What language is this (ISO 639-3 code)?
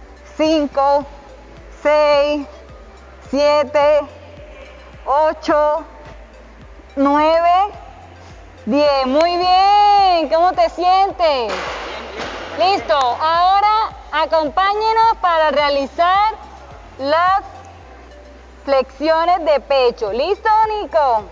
spa